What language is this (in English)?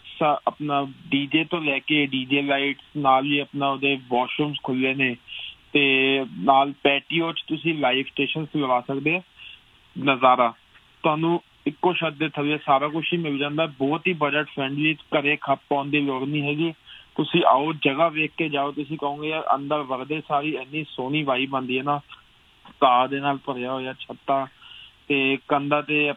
Punjabi